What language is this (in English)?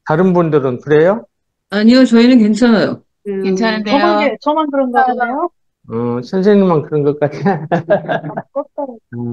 Korean